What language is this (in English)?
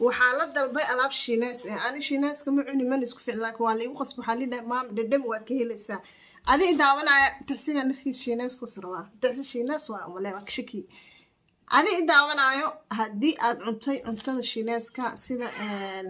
Somali